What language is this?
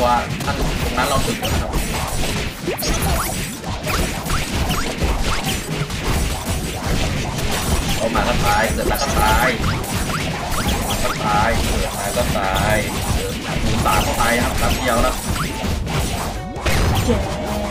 Thai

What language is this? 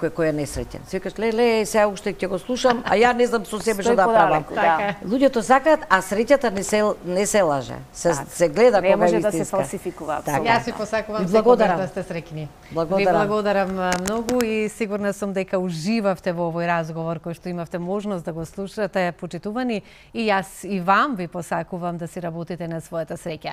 Macedonian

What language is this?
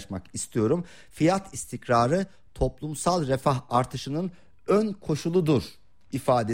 Turkish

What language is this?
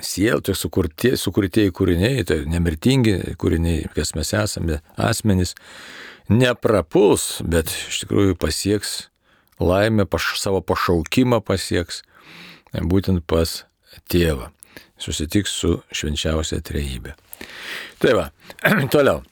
Lithuanian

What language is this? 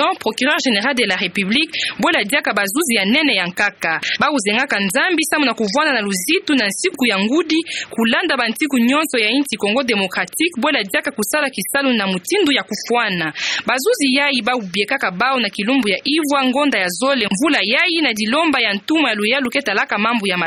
Kituba (Democratic Republic of Congo)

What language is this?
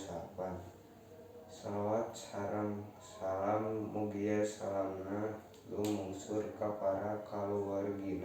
Sundanese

